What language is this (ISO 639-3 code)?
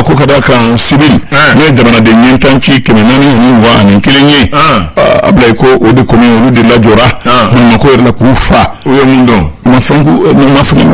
bam